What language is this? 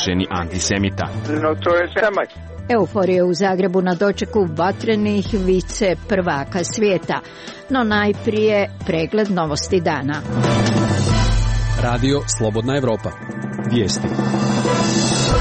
Croatian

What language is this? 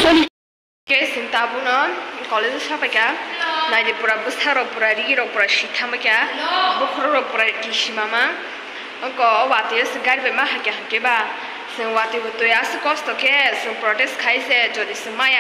Kok Borok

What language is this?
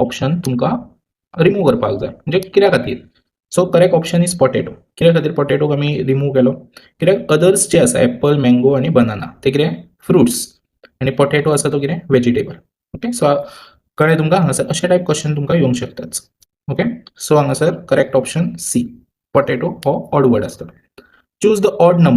Konkani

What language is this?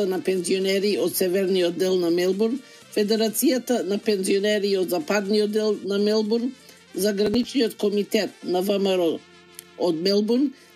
Macedonian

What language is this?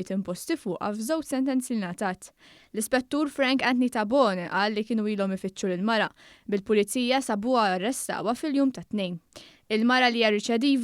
Maltese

